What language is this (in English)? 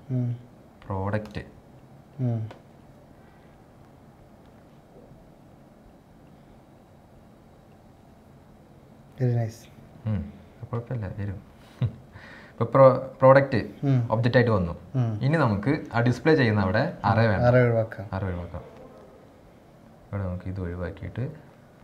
Malayalam